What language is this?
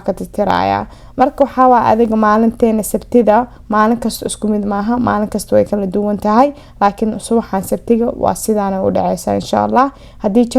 Somali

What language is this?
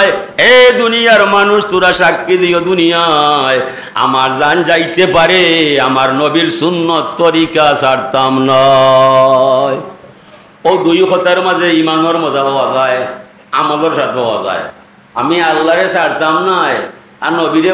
Sylheti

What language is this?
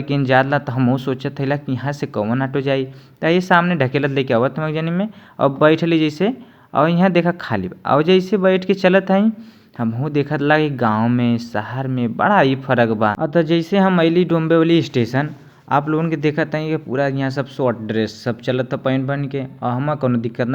Bhojpuri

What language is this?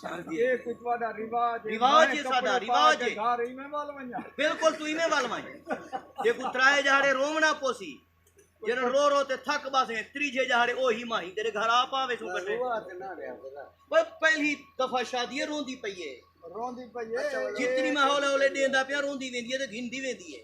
Saraiki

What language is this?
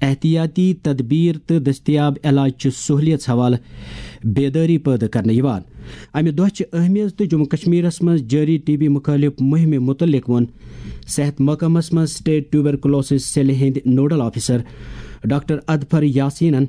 Kashmiri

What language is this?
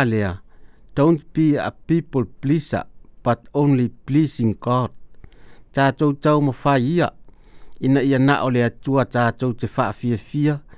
Samoan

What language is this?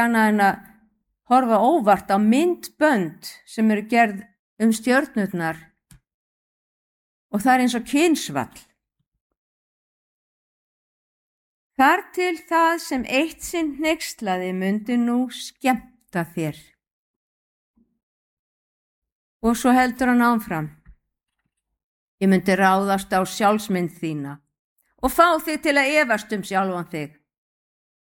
Icelandic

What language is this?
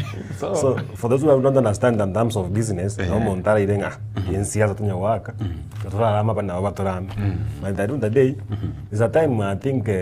Gusii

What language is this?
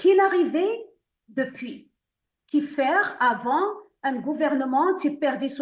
Morisyen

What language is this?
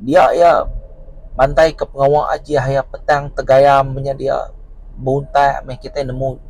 Iban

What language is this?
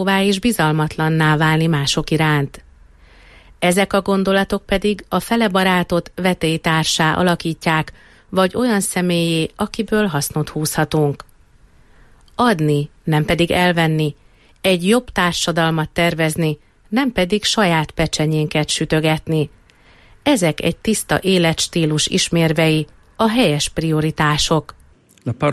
Hungarian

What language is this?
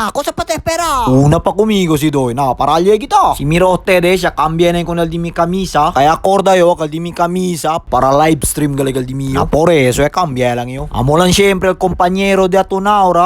Chavacano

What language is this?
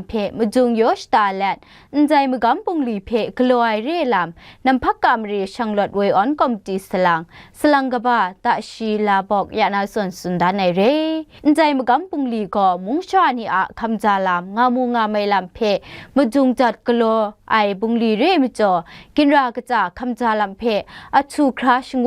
Kachin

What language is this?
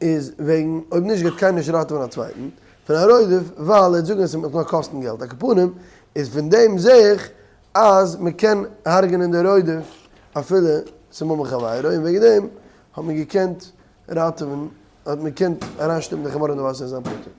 Yiddish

